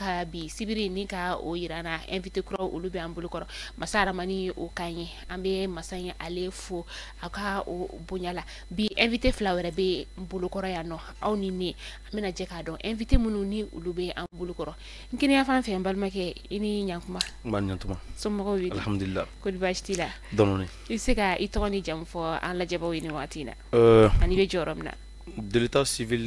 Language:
Bambara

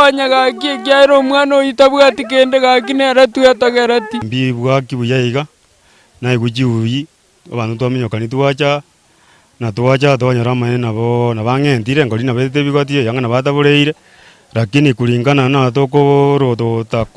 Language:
Gusii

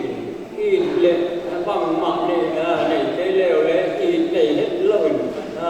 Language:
Paite Chin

